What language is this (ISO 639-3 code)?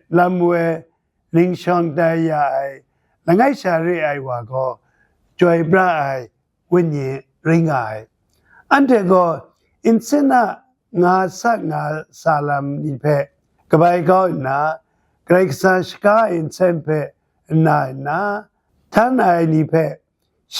kac